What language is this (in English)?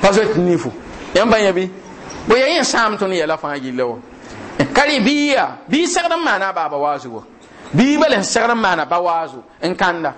Mossi